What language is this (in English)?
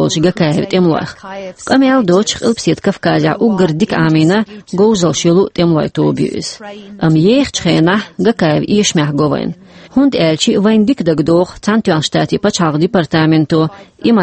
Chechen